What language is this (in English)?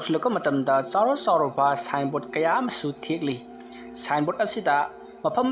Manipuri